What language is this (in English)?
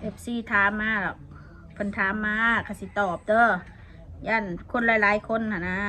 Northeastern Thai